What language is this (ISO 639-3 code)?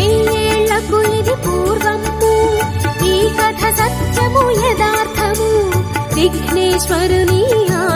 tel